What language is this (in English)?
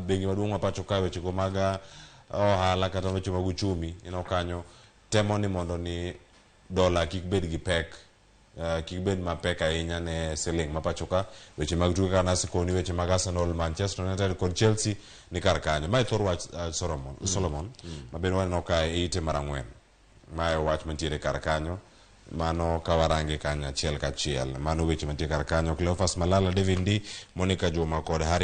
Luo (Kenya and Tanzania)